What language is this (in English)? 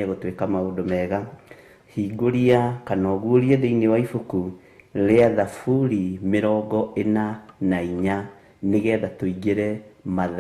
Kikuyu